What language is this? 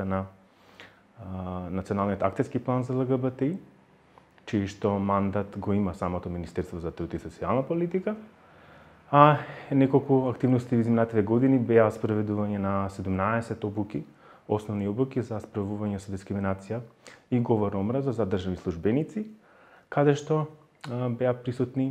Macedonian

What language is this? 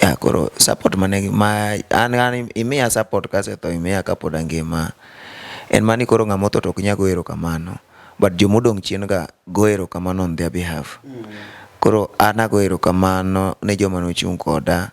Luo (Kenya and Tanzania)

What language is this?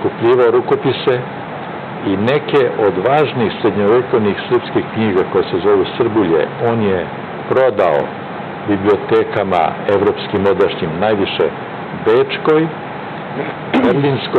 Serbian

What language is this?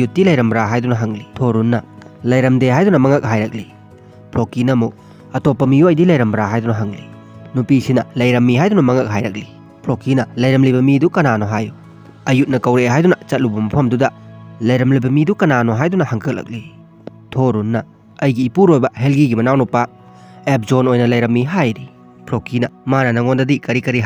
Manipuri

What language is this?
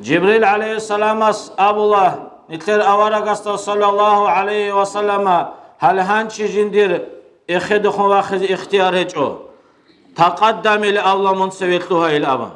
Avaric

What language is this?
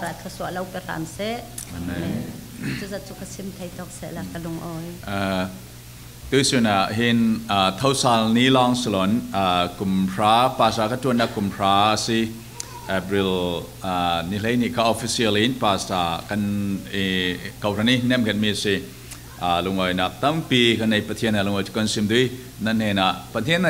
Falam Chin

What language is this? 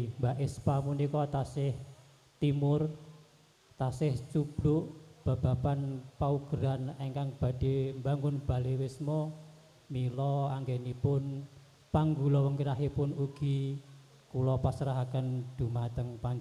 Javanese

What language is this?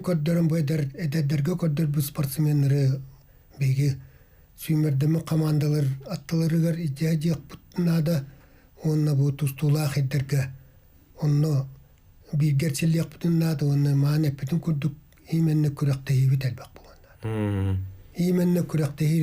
Yakut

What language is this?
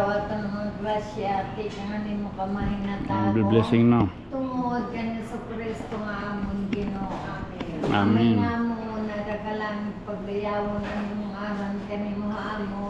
Waray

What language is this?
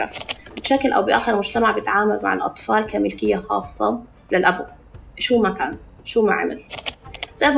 North Levantine Arabic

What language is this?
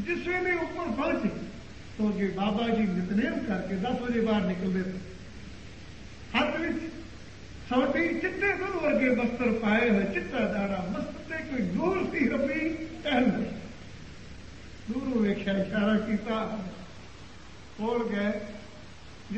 Punjabi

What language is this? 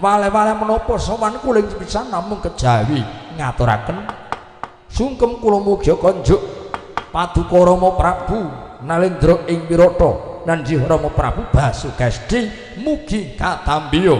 Javanese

